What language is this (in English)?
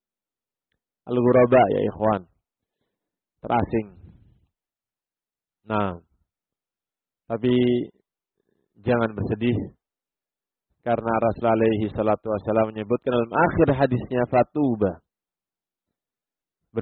Indonesian